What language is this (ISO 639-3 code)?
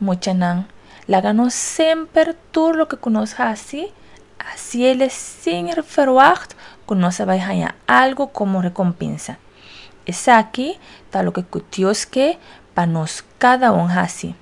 pap